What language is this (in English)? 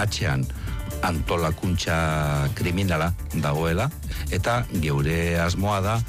Basque